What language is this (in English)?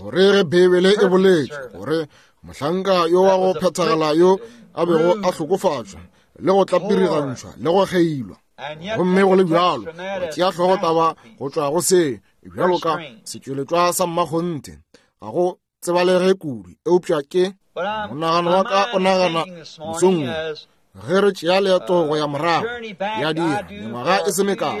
Northern Sotho